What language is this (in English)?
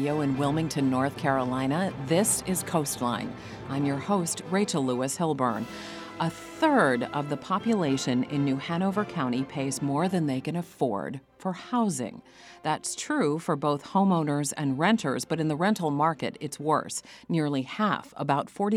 English